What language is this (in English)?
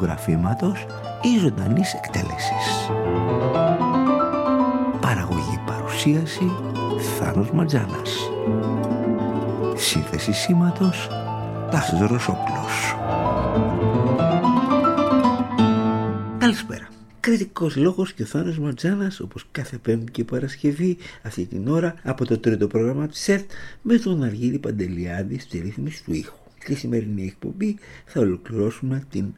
Greek